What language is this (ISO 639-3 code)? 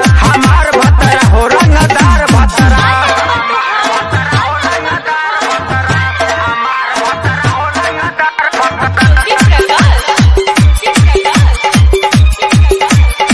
bho